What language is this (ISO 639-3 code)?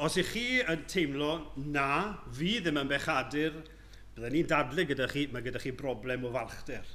cym